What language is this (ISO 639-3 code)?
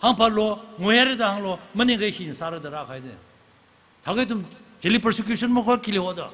nmf